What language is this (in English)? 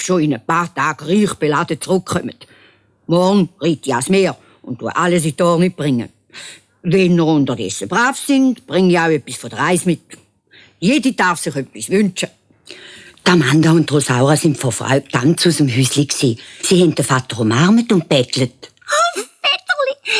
Swiss German